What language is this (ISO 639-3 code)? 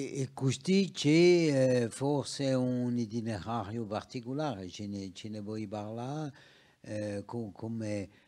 cos